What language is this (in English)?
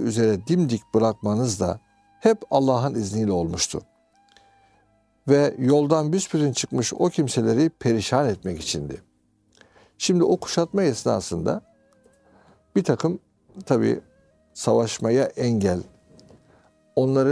Turkish